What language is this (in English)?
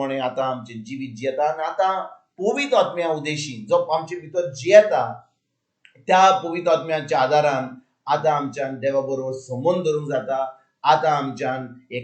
Konkani